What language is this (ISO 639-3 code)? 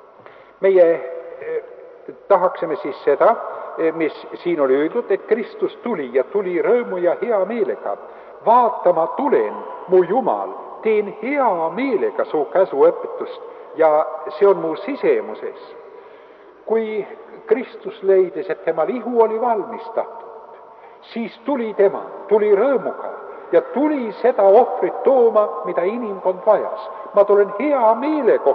est